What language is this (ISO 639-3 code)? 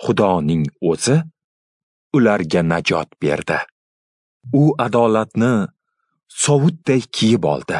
uzb